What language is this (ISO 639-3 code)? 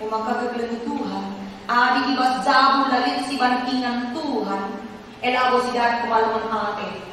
btx